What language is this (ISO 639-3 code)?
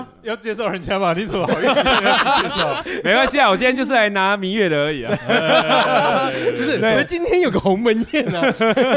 zho